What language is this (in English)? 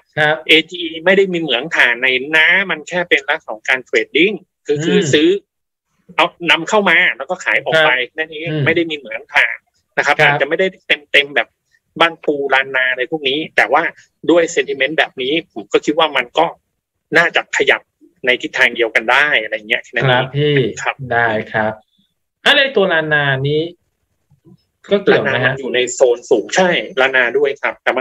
Thai